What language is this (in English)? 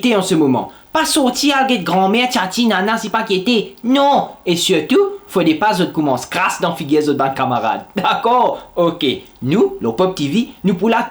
Morisyen